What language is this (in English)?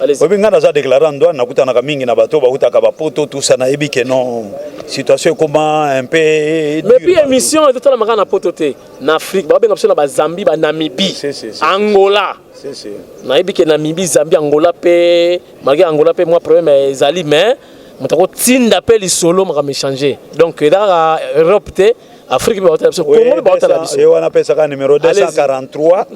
Lingala